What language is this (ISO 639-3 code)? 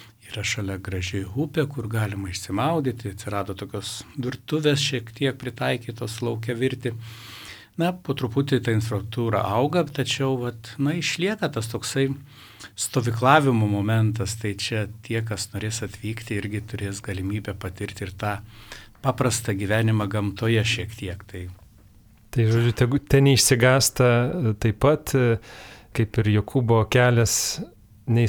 lit